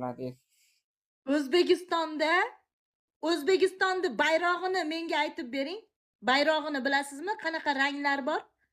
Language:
Uzbek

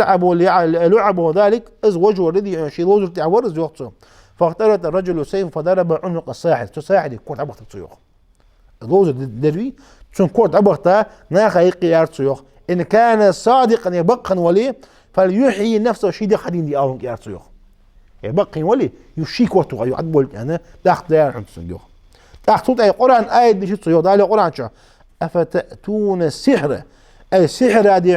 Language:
Ingush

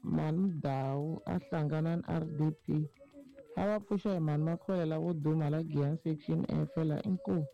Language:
Tsonga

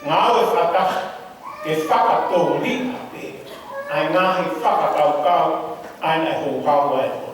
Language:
Tongan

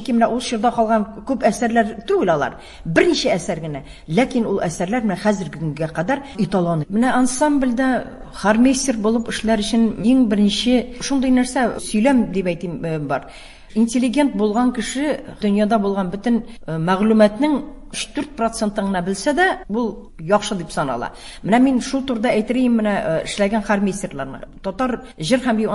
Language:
Tatar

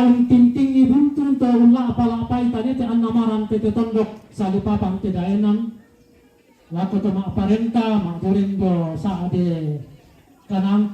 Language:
Toraja-Sa'dan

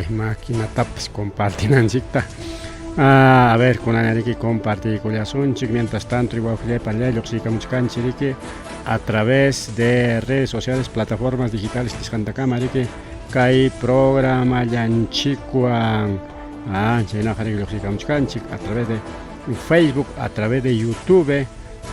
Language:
Ayacucho Quechua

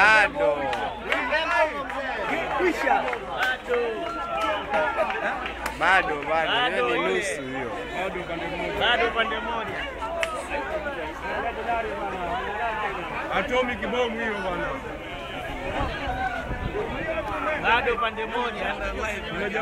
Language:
Swahili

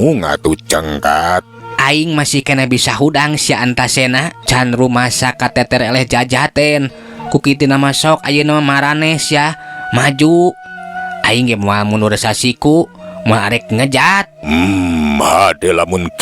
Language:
Sundanese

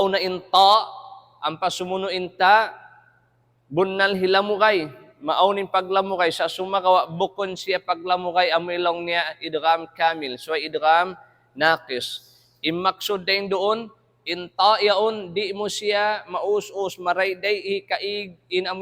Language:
Tausug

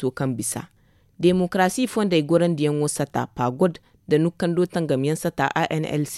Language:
Zarma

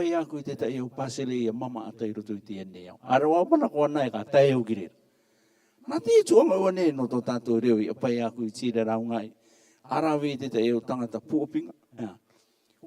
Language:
Rarotongan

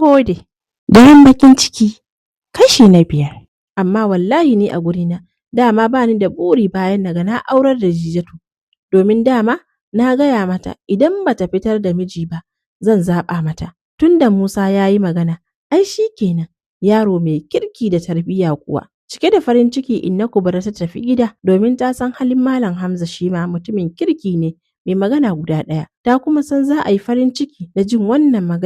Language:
Hausa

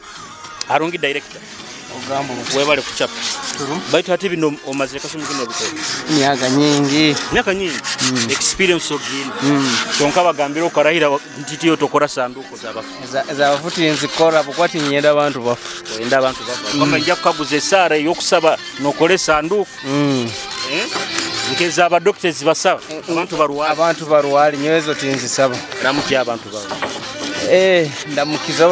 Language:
Nyoro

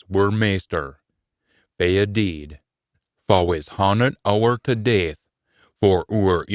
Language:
Scots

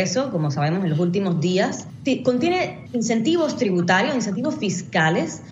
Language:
Spanish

